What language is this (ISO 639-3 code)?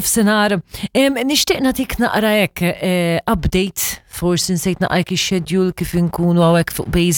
mlt